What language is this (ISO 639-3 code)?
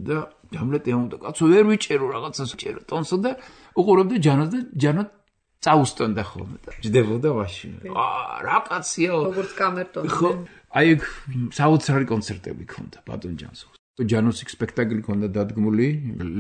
kat